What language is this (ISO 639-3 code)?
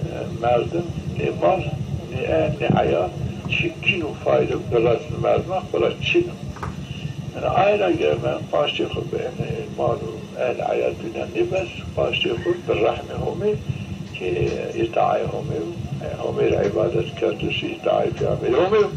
zza